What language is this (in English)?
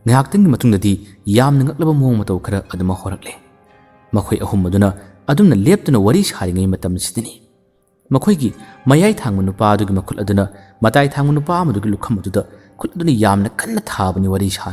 Manipuri